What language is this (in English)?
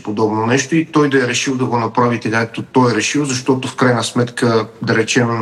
Bulgarian